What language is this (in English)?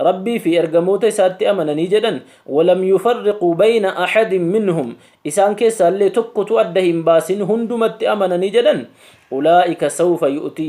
Oromo